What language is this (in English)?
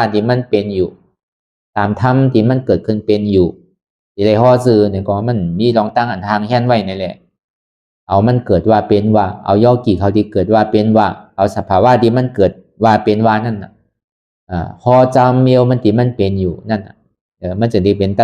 Shan